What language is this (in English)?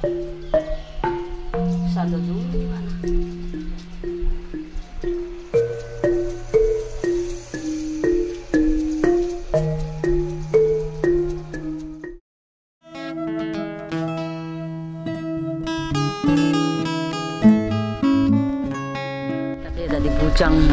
Indonesian